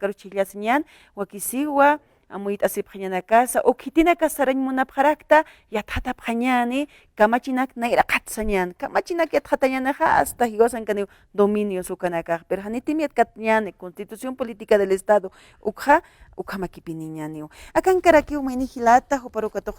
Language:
Aymara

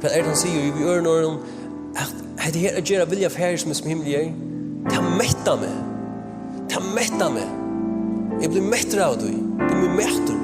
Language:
Faroese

